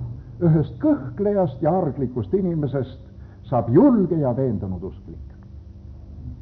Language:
Estonian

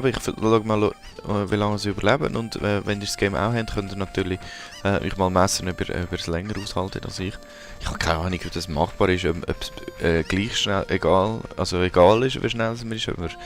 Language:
Swiss German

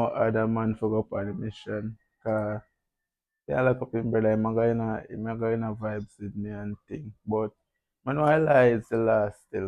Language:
Jamaican Creole English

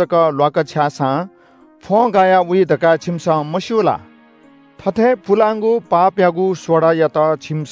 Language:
Newari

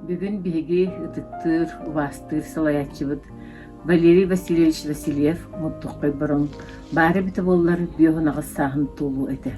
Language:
Yakut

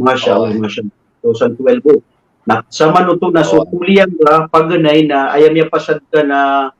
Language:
Maranao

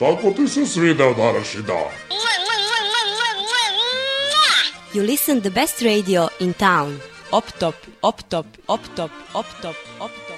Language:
Serbian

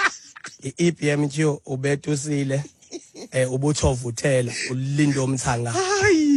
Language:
Xhosa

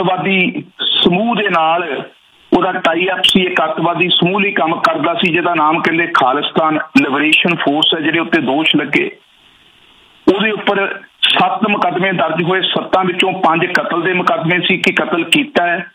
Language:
Punjabi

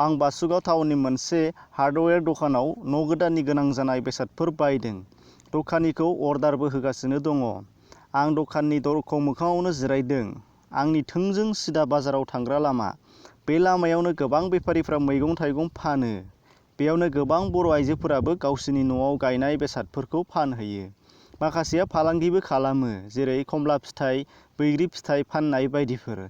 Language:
Bodo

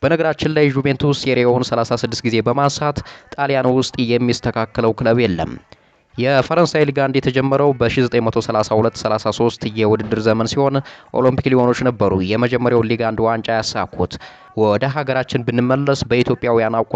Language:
Amharic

